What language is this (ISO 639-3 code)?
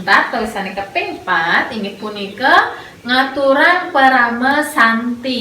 ban